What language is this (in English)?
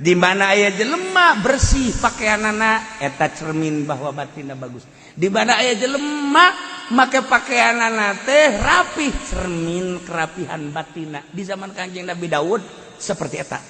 Sundanese